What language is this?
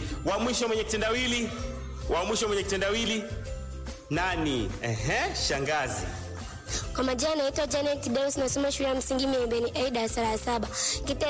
Swahili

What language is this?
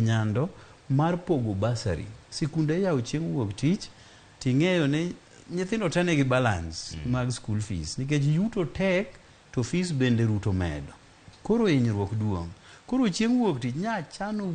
Luo (Kenya and Tanzania)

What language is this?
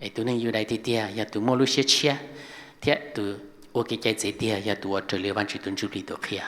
Hmong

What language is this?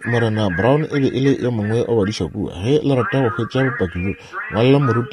Northern Sotho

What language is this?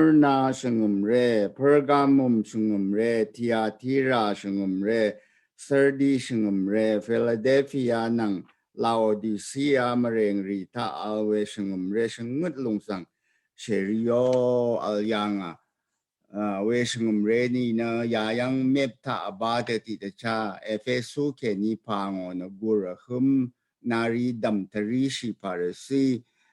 Rawang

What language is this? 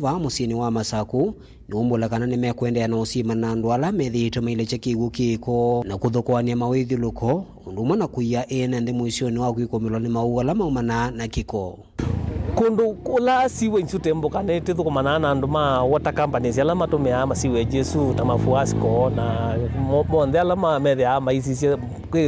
Kamba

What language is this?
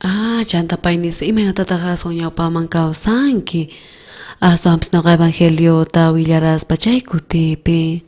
South Bolivian Quechua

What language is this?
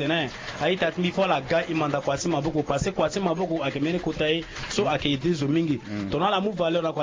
Sango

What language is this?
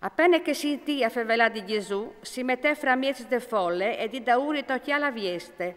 Friulian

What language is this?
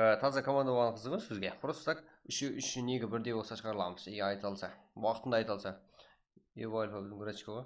Kara-Kalpak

